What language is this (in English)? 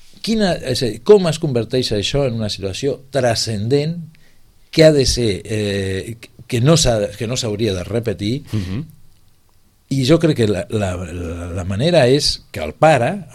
Catalan